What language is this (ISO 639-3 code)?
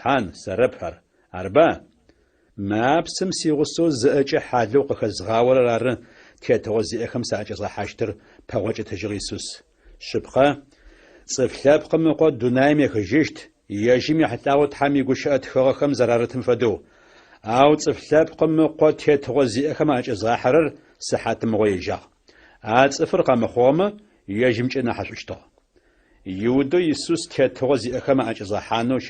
ady